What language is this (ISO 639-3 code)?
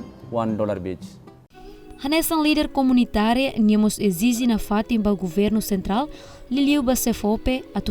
tet